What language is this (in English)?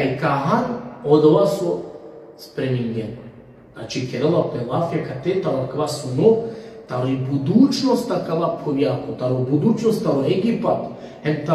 Balkan Romani